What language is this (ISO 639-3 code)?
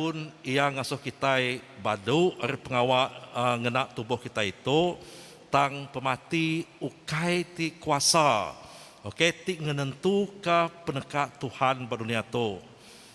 iba